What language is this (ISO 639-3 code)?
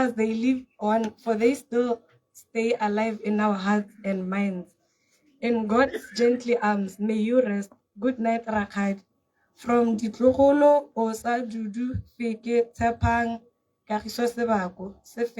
tsn